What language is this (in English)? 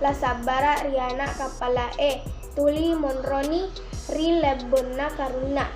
Buginese